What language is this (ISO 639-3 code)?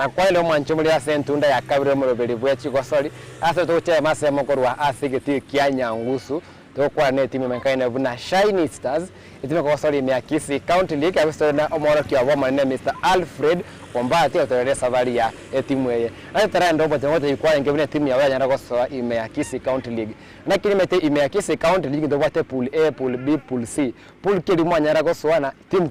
guz